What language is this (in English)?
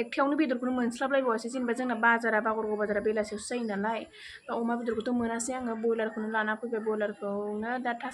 Bodo